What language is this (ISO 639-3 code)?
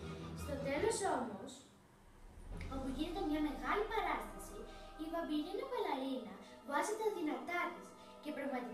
ell